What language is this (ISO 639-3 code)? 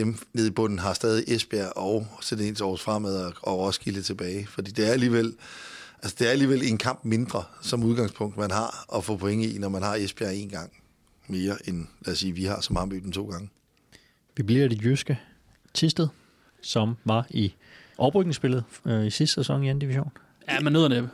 dan